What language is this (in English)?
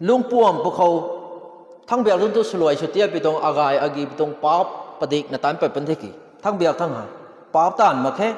Rongmei Naga